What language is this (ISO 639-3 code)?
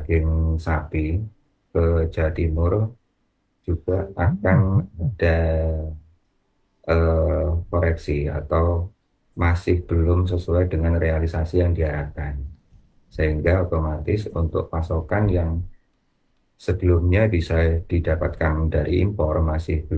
ind